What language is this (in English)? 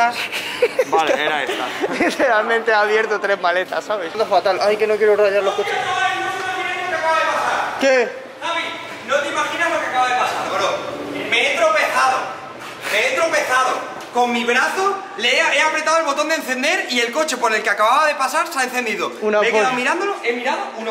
Spanish